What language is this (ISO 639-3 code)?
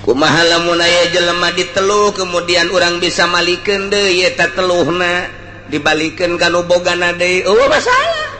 sun